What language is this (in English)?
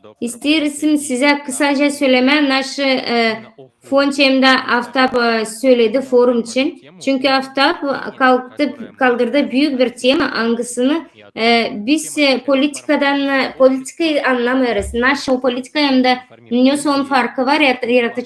Gagauz